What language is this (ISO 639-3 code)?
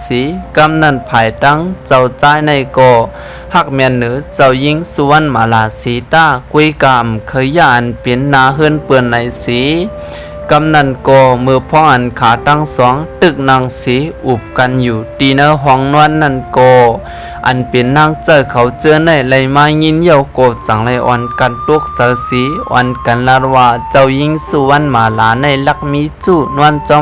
shn